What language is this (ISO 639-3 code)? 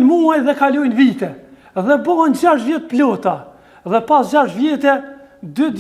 sqi